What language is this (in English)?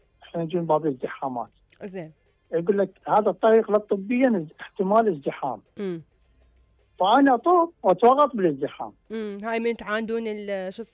Mesopotamian Arabic